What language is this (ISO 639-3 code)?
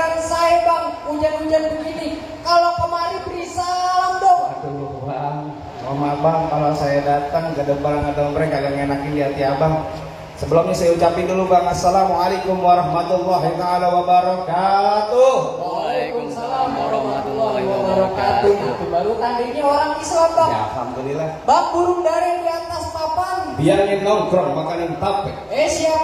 bew